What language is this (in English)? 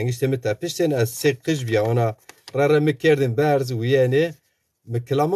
Zaza